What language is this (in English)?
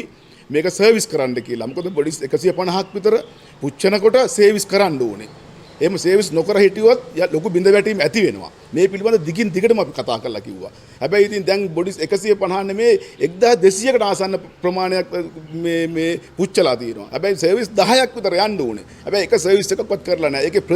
Sinhala